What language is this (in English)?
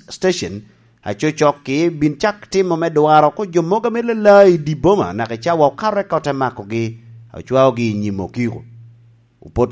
Lango (Uganda)